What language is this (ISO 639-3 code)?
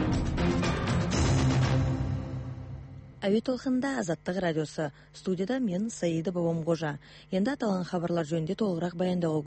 kaz